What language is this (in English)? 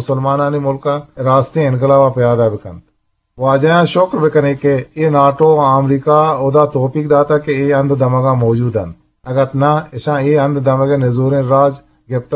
Eastern Balochi